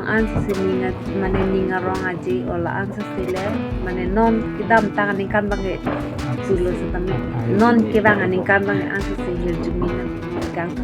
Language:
Karbi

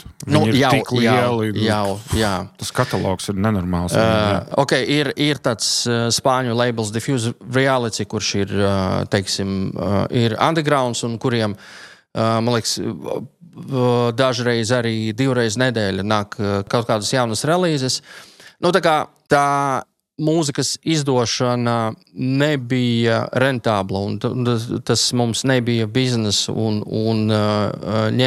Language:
Latvian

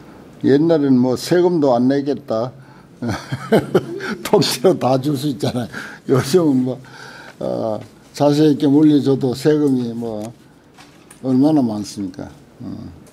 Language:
Korean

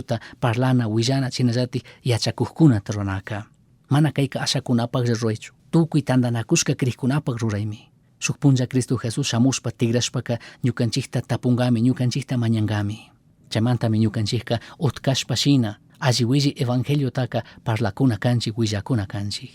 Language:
Chimborazo Highland Quichua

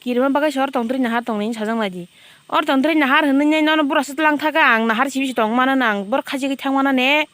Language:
Kok Borok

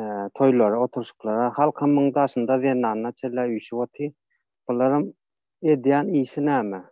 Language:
Turkmen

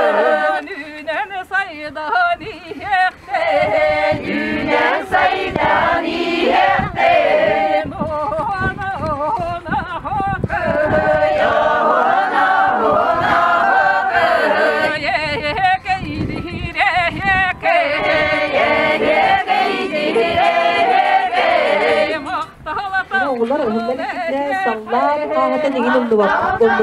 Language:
Yakut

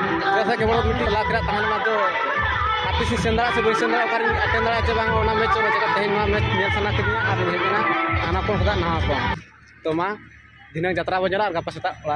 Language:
Santali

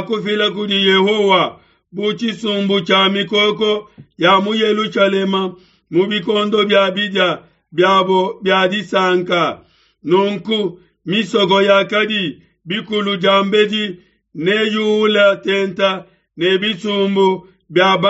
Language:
Luba-Lulua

